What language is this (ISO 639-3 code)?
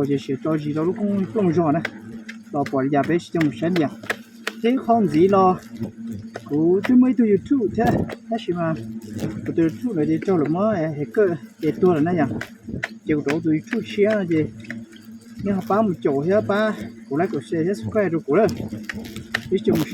hmn